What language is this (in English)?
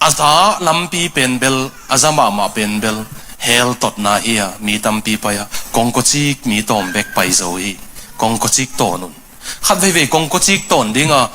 Tedim Chin